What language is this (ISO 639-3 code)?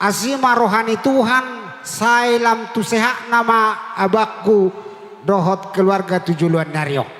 bbc